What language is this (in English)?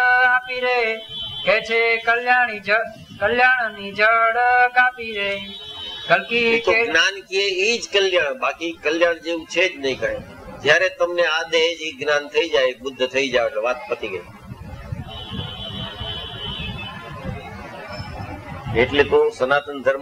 Gujarati